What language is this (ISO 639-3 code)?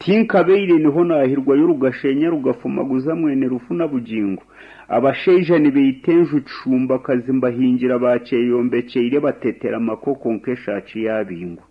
nyn